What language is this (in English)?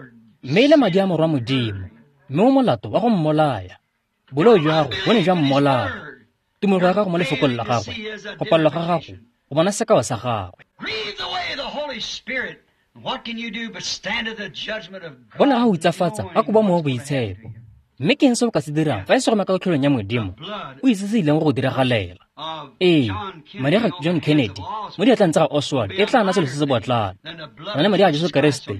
Tswana